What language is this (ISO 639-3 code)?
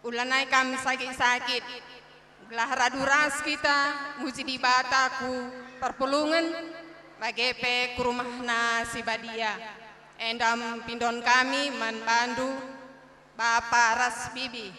btx